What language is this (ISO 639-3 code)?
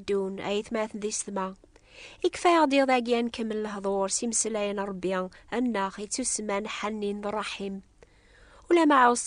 kab